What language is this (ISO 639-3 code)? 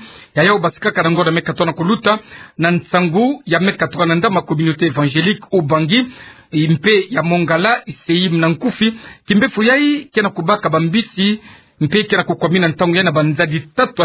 ktu